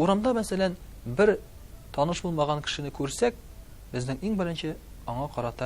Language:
Tatar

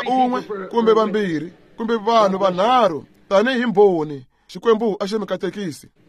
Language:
Tsonga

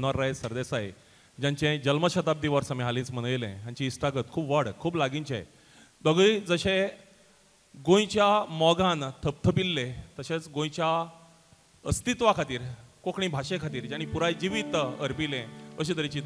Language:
Konkani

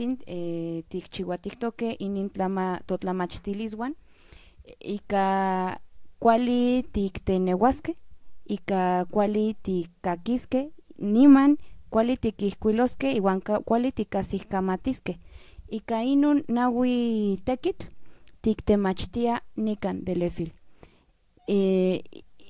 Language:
Central Nahuatl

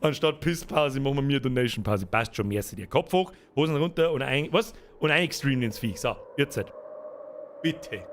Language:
Bavarian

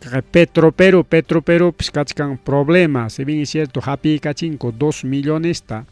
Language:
Ayacucho Quechua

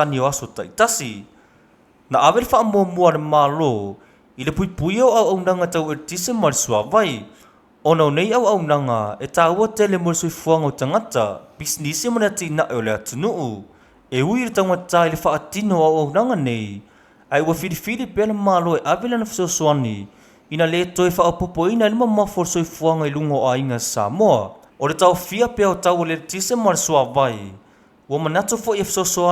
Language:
Samoan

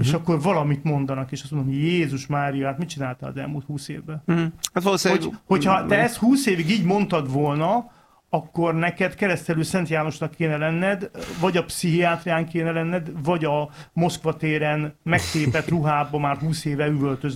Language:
Hungarian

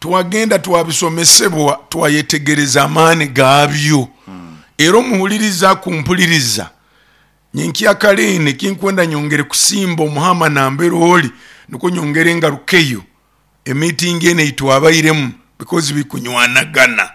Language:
Nyoro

